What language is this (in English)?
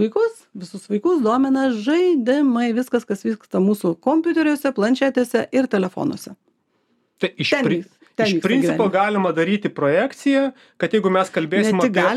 Lithuanian